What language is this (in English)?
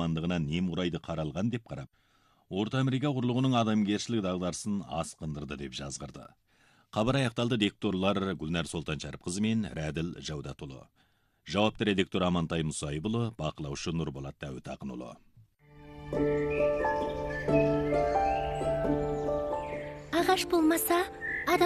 Kazakh